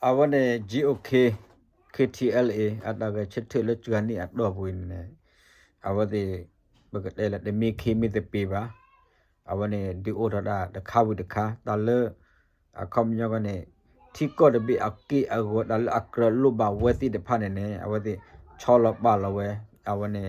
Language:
S'gaw Karen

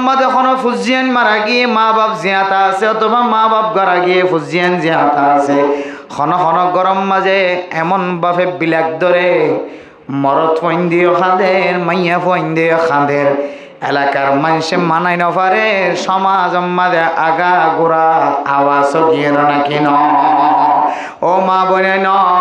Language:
Rohingya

